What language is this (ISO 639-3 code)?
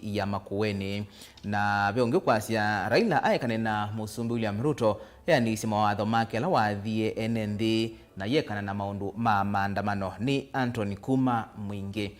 kam